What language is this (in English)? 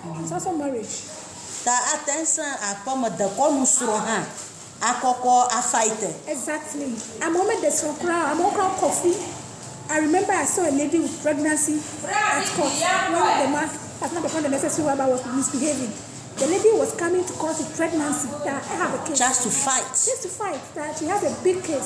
Ewe